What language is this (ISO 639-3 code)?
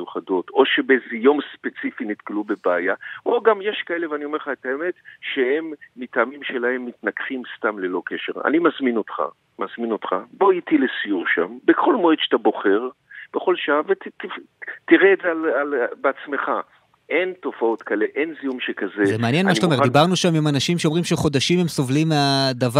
heb